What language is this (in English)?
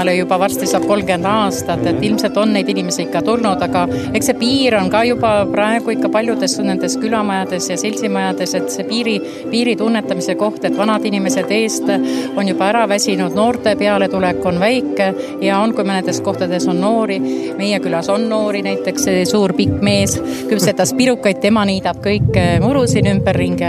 Estonian